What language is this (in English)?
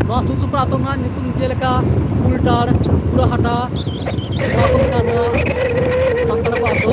Santali